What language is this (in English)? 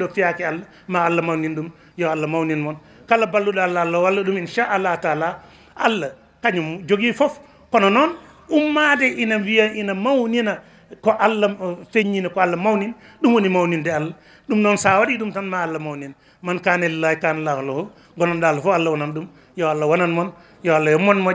Fula